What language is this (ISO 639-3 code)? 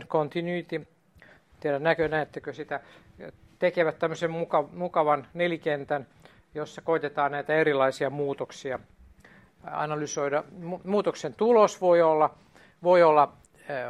fin